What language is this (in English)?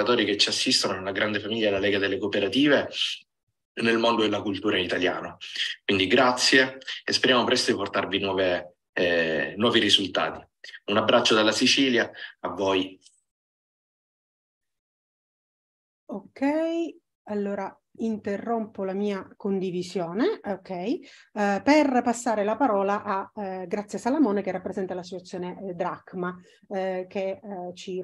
Italian